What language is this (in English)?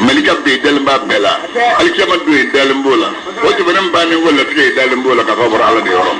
Bambara